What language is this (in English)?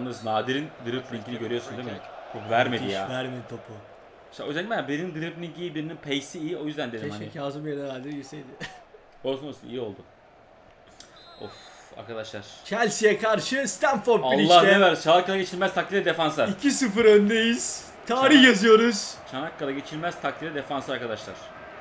Turkish